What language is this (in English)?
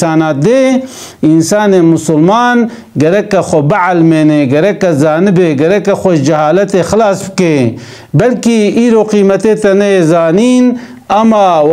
Kurdish